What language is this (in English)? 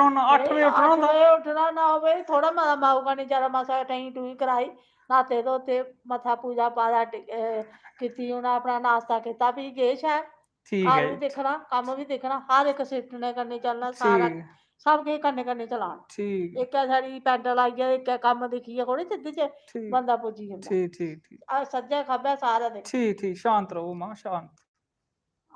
Dogri